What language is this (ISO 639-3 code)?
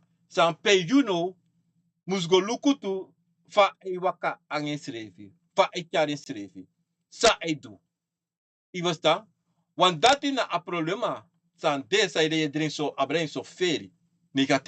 srn